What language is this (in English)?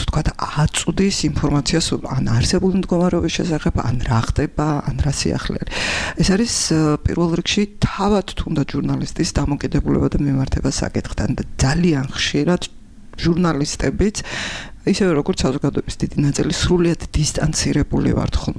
Georgian